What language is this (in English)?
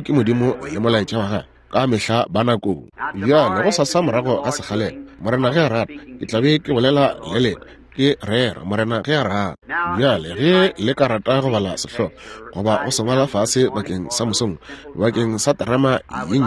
Northern Sotho